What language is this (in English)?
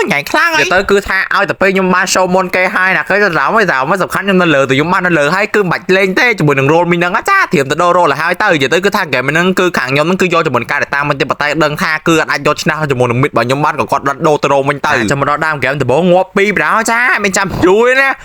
Khmer